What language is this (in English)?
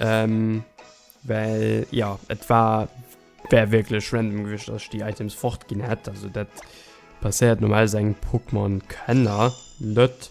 Luxembourgish